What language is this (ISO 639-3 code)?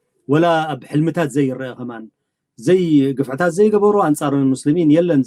tir